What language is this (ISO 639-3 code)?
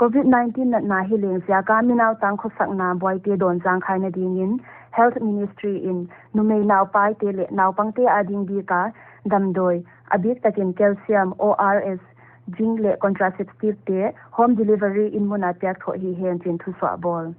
pck